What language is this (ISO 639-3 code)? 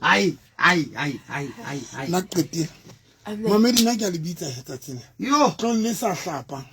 sot